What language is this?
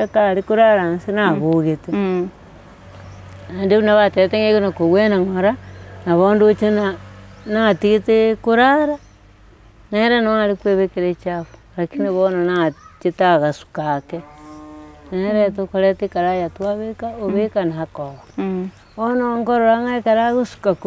Gusii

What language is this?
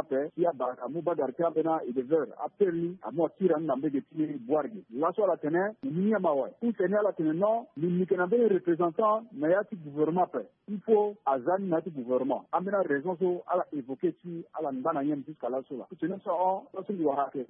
Sango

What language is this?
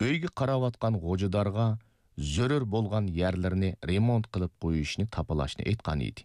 Uyghur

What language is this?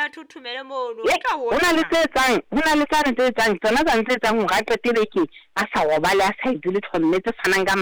Southern Sotho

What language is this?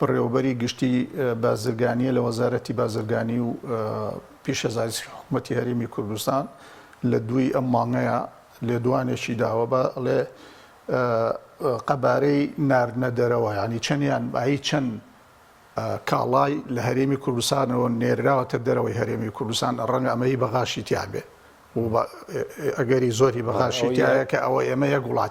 Central Kurdish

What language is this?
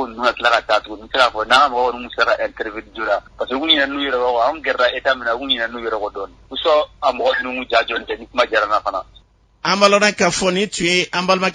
Bambara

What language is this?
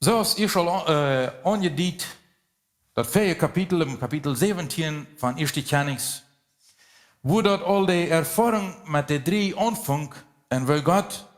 Plautdietsch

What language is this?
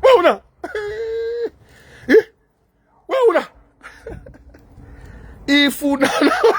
Nigerian Pidgin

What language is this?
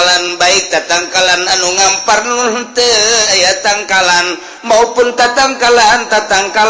Sundanese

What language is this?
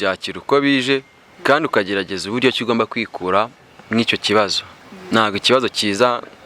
Kinyarwanda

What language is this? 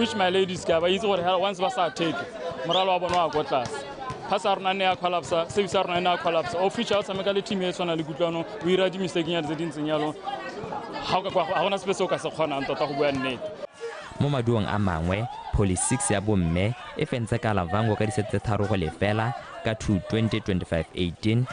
Tswana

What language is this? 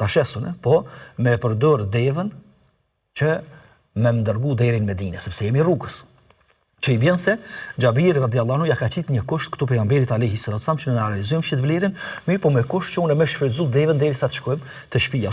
Albanian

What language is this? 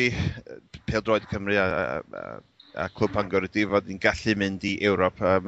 Welsh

